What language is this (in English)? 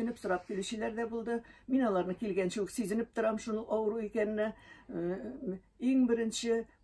Tatar